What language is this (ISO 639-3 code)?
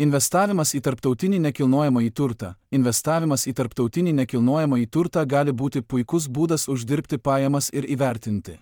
lit